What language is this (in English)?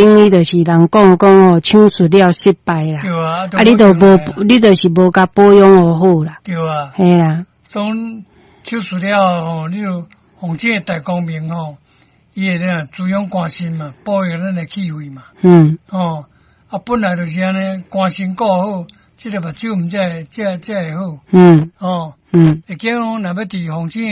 Min Nan Chinese